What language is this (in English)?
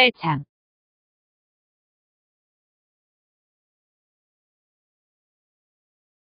Korean